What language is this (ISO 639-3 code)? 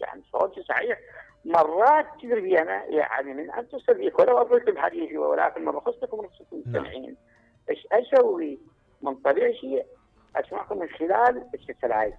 acm